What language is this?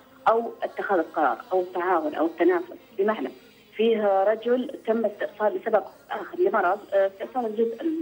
Arabic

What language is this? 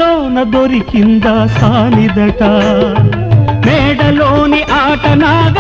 Telugu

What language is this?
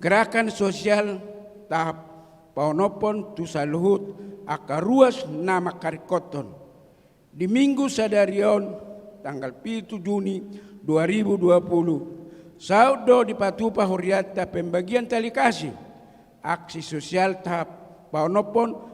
Batak Toba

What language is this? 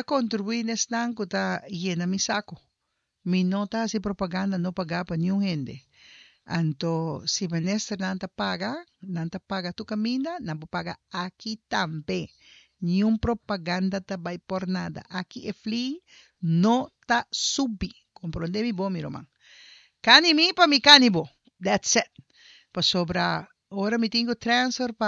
Papiamento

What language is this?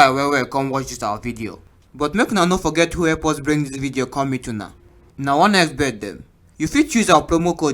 Nigerian Pidgin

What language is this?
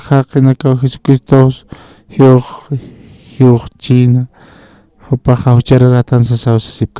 Aymara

